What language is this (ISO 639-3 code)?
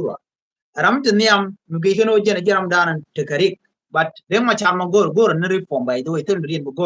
nus